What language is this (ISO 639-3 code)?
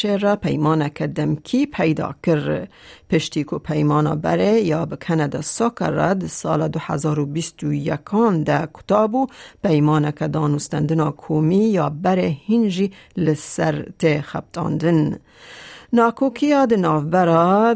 kur